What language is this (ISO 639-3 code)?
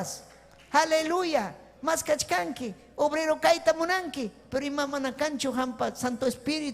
quy